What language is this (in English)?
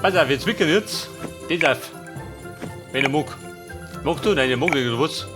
Bavarian